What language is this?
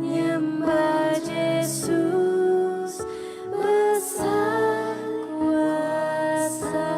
Iban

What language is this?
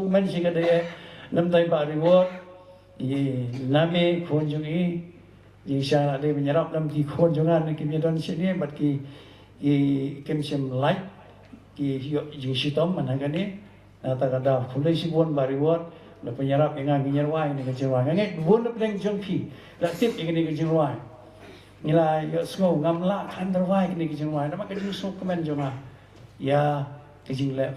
Khasi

